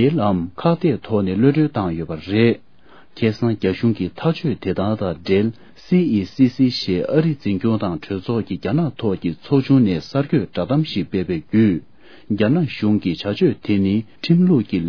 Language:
Tibetan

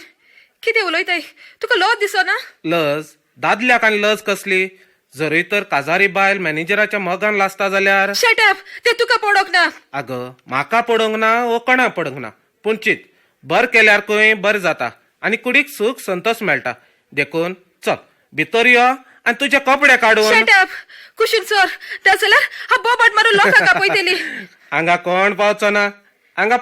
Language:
Konkani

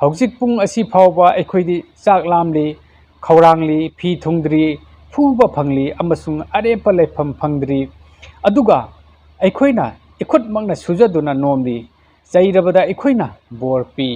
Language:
Manipuri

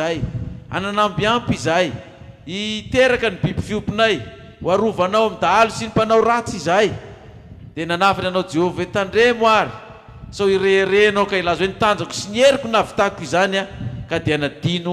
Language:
Malagasy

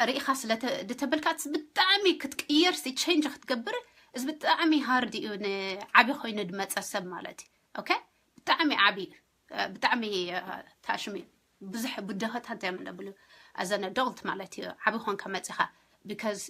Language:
Tigrinya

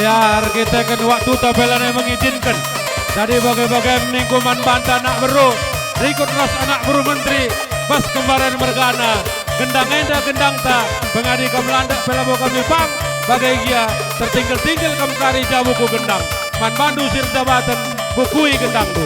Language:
Batak Karo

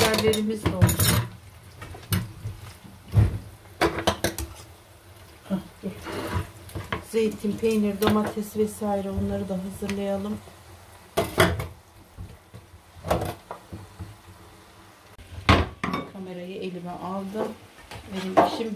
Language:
Turkish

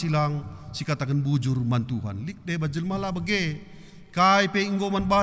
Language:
Batak Karo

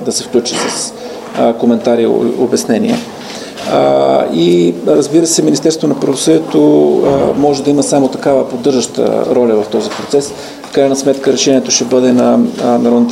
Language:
Bulgarian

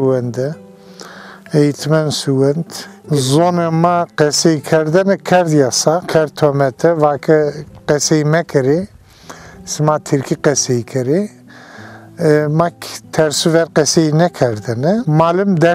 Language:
Zaza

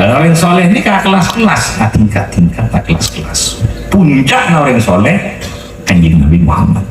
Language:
Madurese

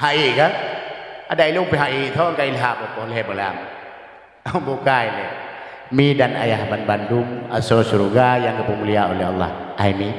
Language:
Achinese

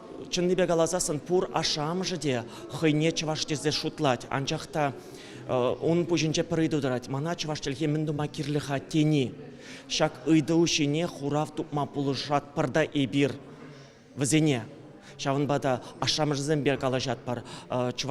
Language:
Chuvash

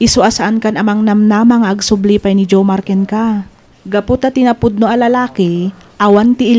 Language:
Iloko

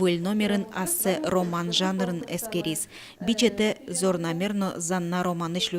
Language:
Udmurt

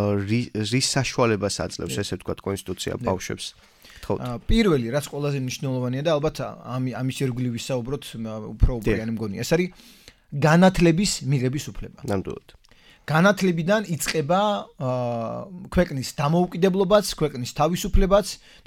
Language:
Georgian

